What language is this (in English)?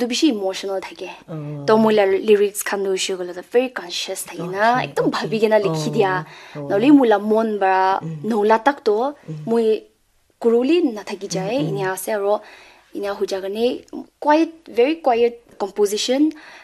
Naga Pidgin